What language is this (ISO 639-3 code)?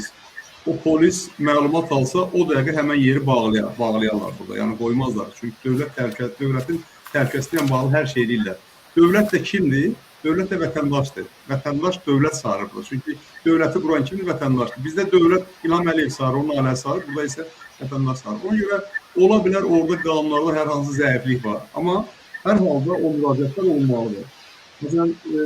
aze